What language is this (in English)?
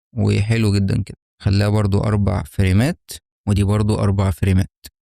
Egyptian Arabic